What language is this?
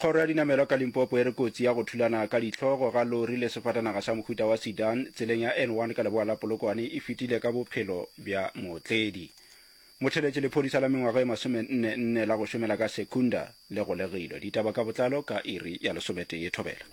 Northern Sotho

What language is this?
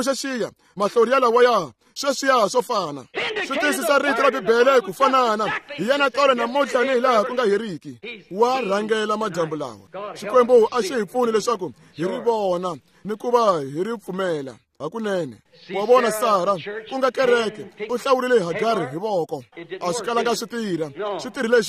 Tsonga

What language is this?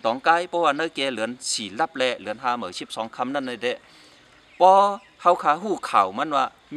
Shan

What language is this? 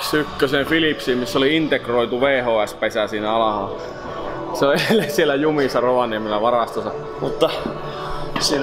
Finnish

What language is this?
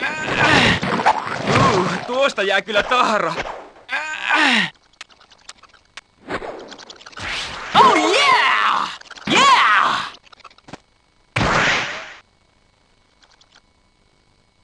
Finnish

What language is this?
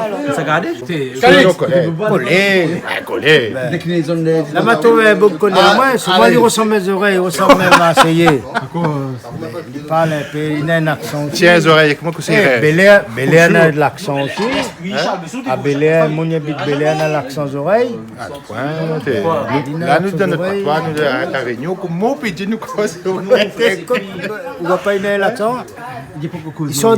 Réunion Creole French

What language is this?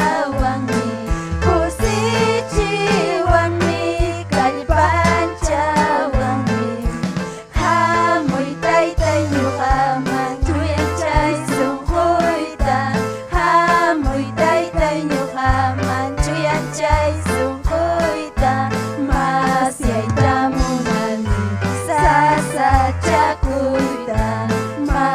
Ayacucho Quechua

